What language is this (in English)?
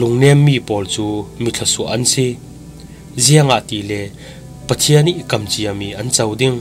Falam Chin